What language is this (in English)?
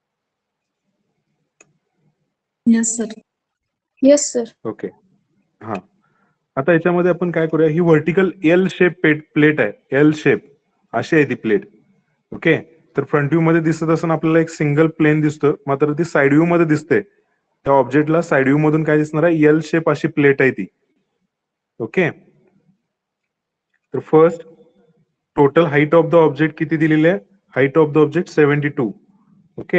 Marathi